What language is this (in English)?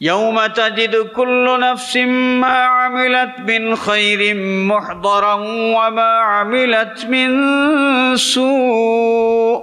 Sylheti